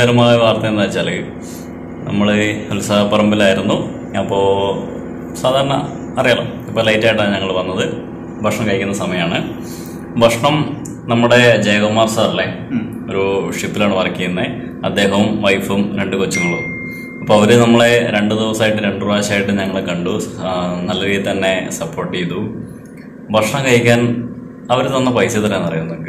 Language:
Malayalam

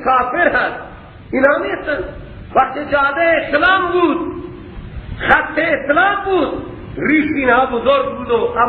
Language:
Persian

